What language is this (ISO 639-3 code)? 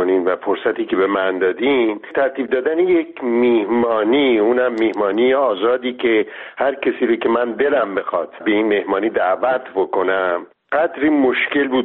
fas